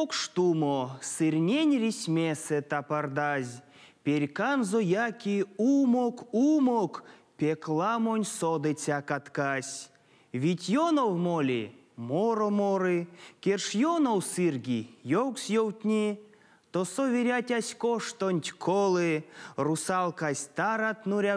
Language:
Erzya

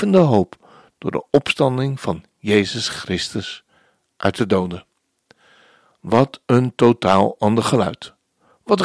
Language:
Dutch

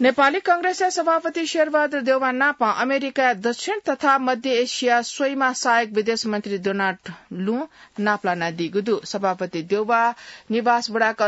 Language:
Newari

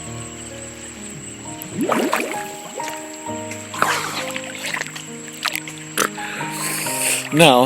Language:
Lao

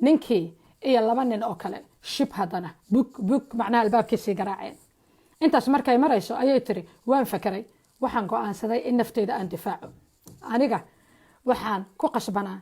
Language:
Somali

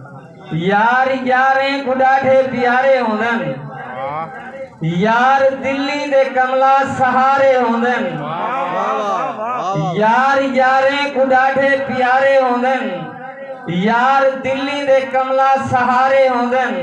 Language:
Saraiki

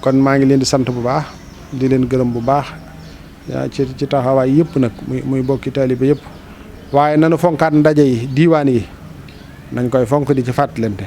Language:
Wolof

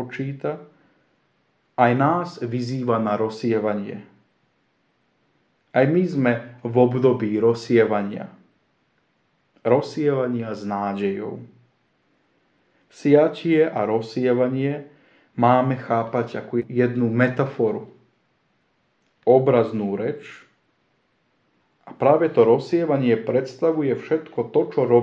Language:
Slovak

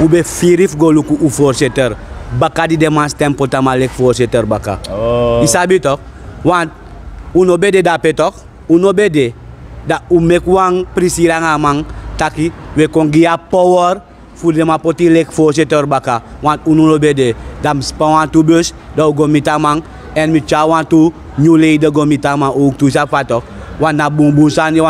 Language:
Sranan Tongo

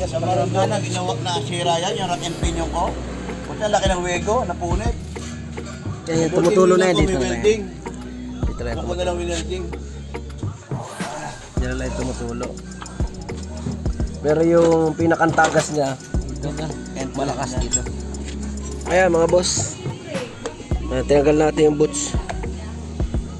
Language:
Filipino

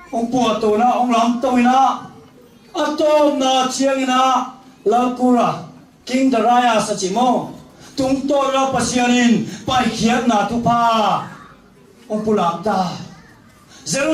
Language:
Tedim Chin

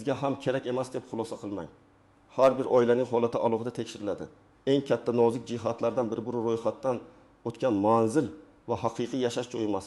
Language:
Uzbek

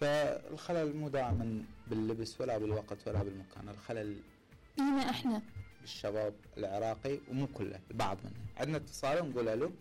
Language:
Mesopotamian Arabic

